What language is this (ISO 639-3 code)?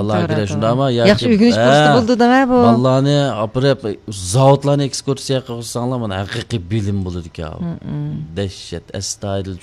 uig